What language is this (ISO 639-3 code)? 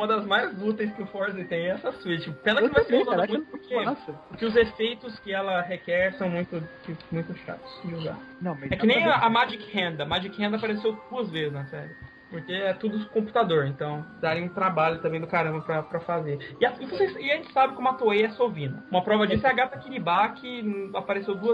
por